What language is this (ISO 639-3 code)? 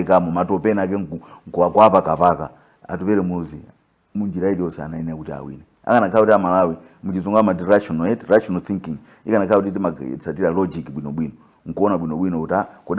nya